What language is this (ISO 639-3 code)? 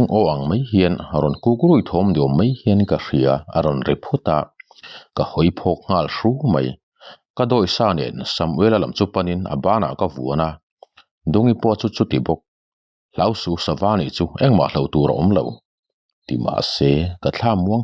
lus